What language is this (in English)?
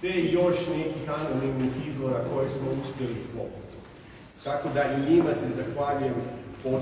Croatian